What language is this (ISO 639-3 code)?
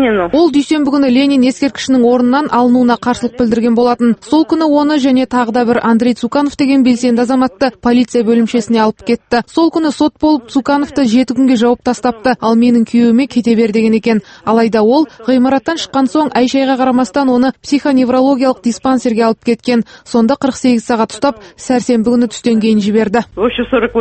kaz